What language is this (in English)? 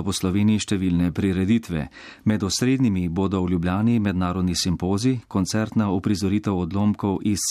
Slovenian